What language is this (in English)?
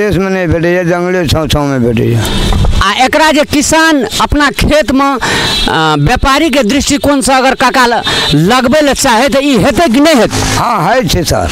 Maithili